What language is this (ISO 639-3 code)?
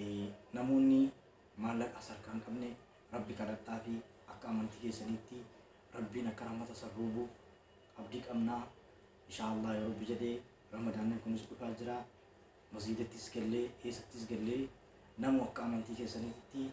orm